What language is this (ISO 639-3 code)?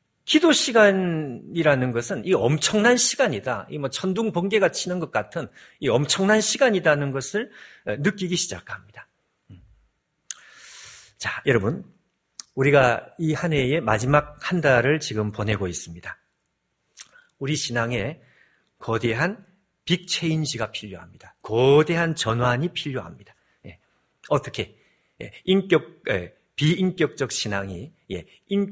kor